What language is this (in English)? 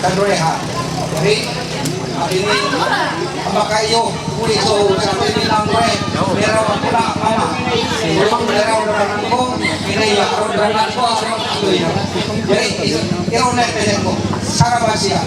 Ma'anyan